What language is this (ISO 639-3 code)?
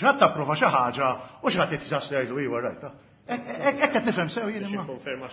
mlt